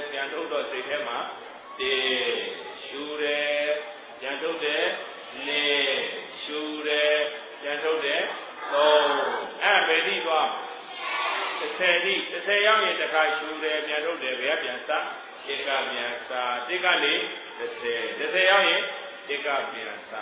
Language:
Burmese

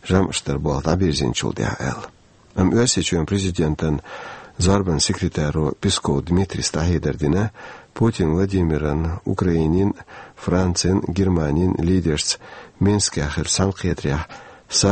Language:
Chechen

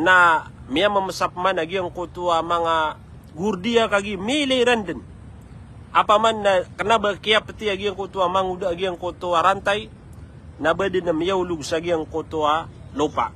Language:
Maranao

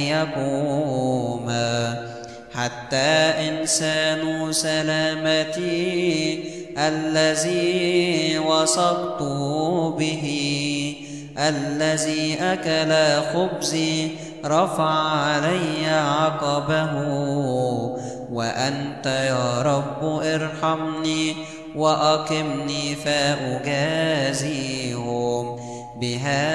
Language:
Arabic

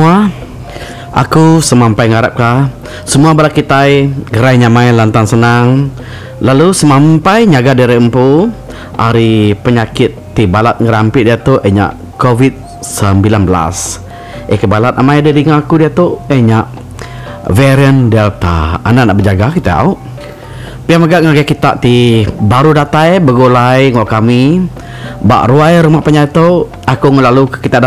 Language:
Iban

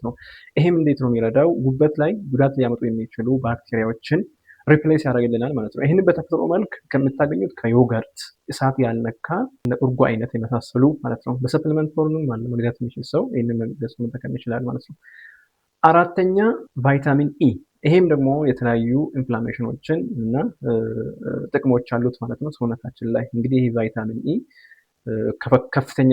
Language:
Amharic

